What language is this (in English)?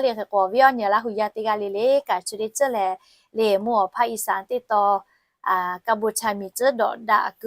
Lahu